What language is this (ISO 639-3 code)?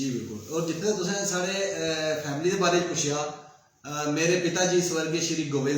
doi